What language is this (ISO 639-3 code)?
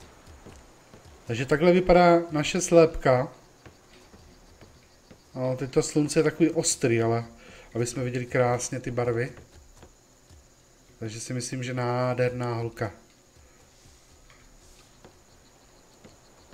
ces